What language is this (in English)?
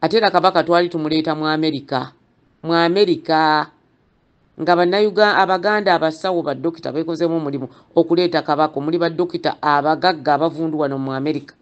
Ganda